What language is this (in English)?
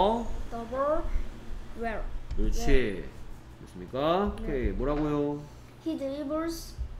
Korean